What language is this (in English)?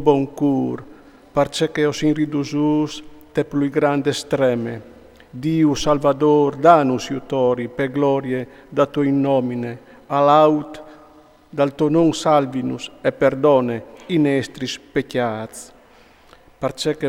Friulian